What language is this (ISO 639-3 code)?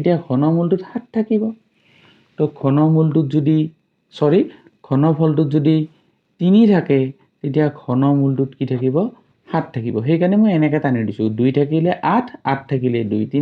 asm